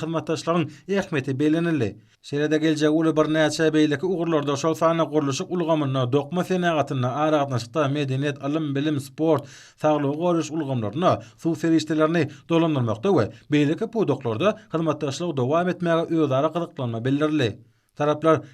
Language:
Turkmen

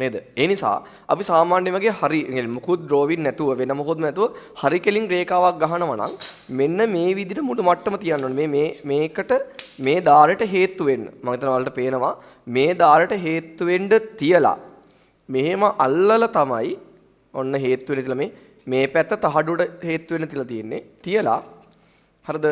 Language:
Sinhala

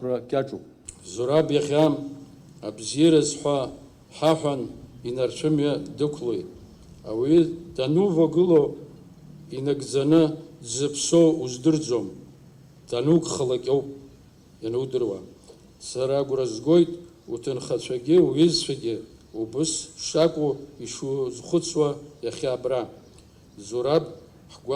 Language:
Abkhazian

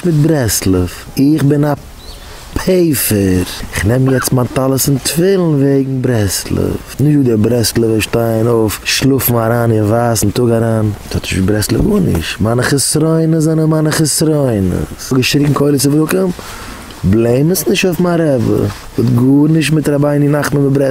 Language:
Yiddish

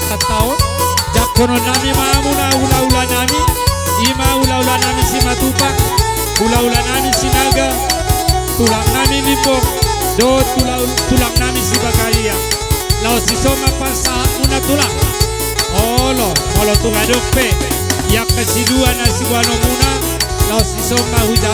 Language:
Batak Toba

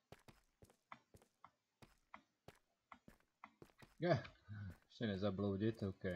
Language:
Czech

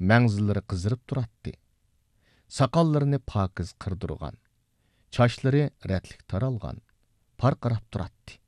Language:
Uyghur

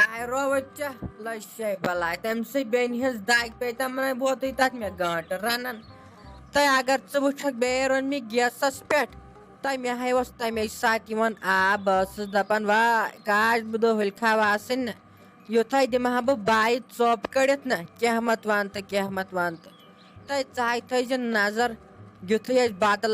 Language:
Kashmiri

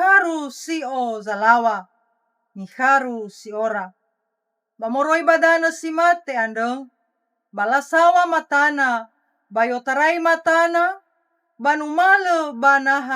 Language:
Nias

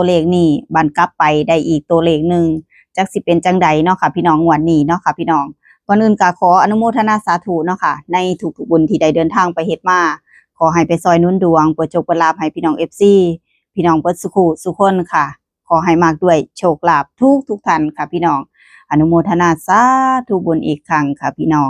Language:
Northeastern Thai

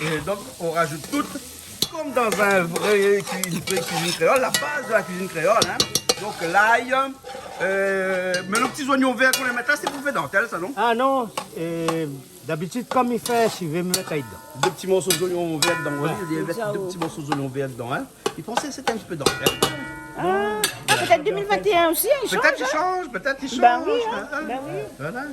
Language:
Réunion Creole French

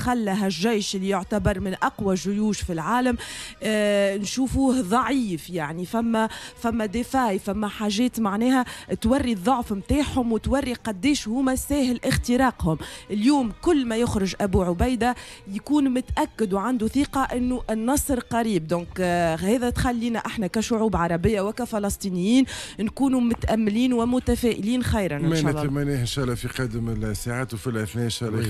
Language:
Tunisian Arabic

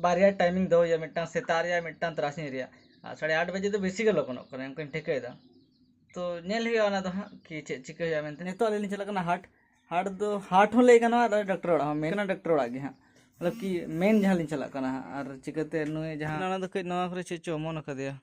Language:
Santali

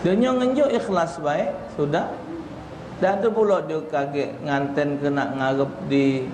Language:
Musi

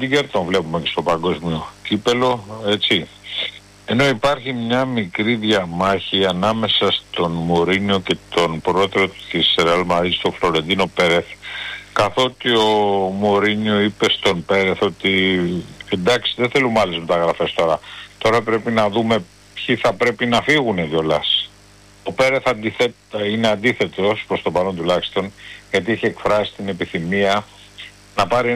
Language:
Greek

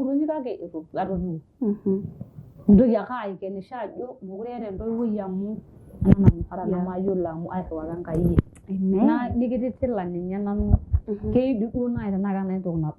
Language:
Masai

